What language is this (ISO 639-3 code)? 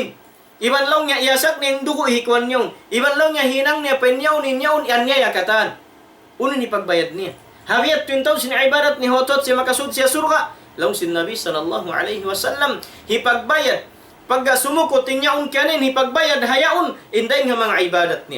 tsg